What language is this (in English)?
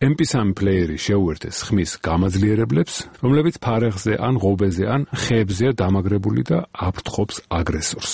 Georgian